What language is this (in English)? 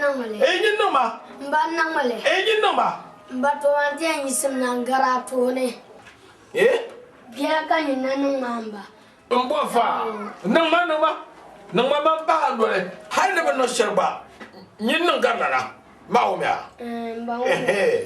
Dagbani